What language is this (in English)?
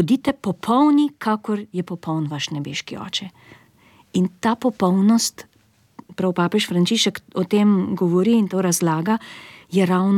Slovenian